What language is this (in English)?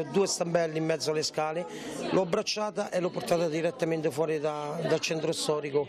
Italian